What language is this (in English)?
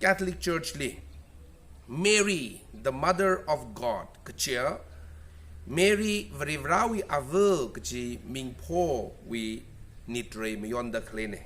Tangkhul Naga (India)